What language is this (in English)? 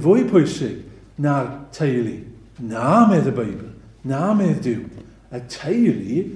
Welsh